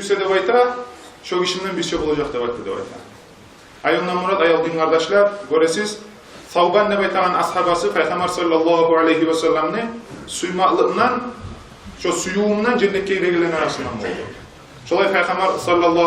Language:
Kumyk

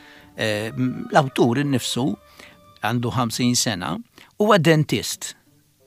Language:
Maltese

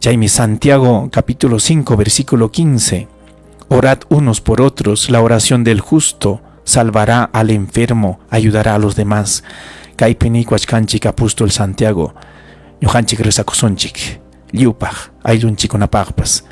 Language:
Ayacucho Quechua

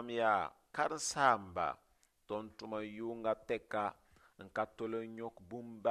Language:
Mossi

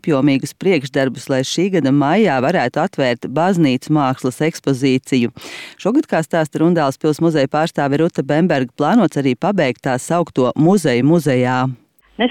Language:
Latvian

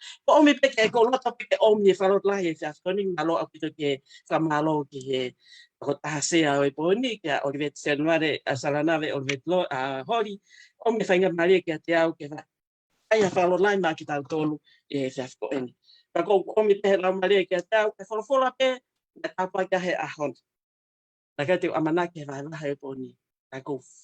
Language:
Tongan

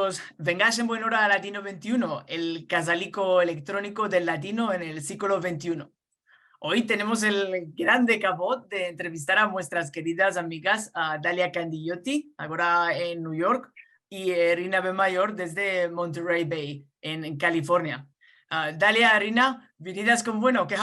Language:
Ladino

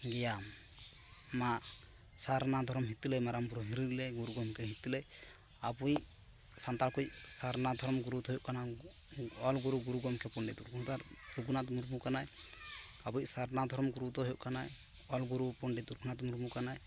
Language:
Santali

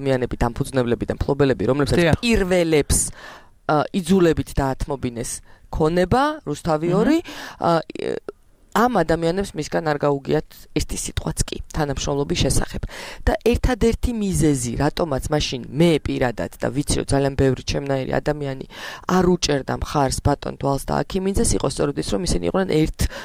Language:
Georgian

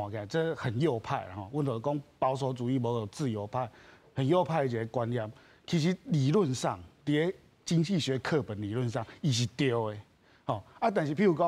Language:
Min Nan Chinese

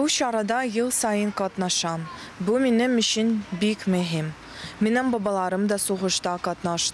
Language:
Tatar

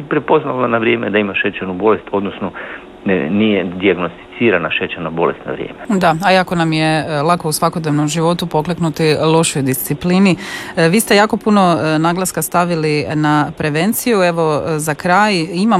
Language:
Croatian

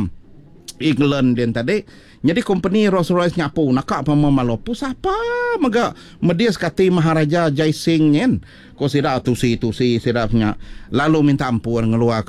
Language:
Iban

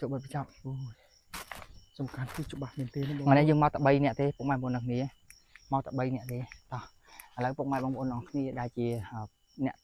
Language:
Khmer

